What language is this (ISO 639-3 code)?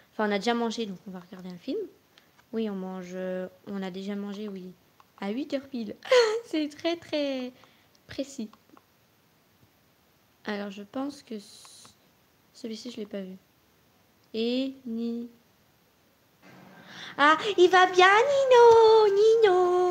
fra